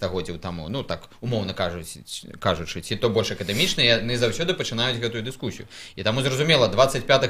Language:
Belarusian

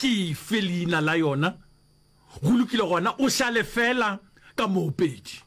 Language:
Northern Sotho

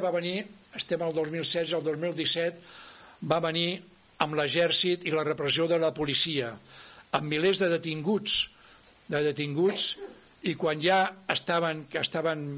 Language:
Catalan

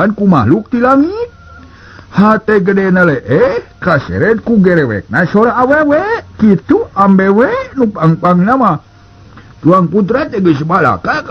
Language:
Sundanese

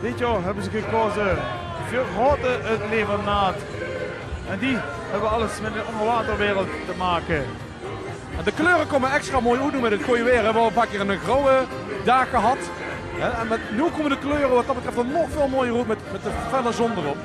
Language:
Limburgish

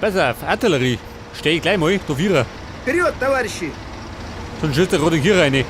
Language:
Bavarian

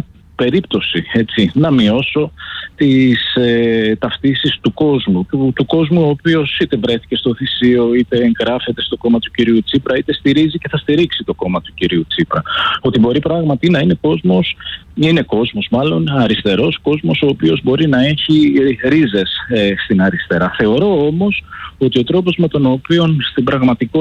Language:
Greek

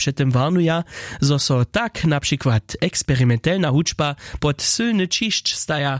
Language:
Upper Sorbian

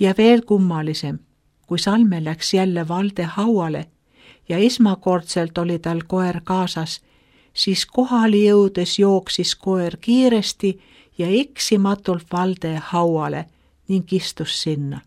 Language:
Estonian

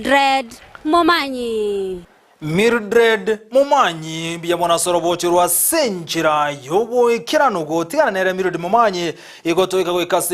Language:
Gusii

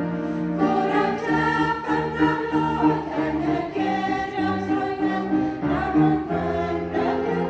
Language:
Central Mnong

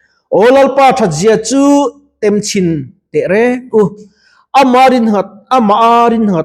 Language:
Mizo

